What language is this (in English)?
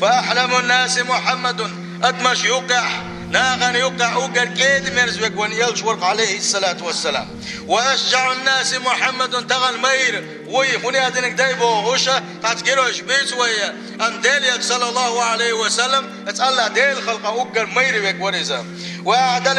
Chechen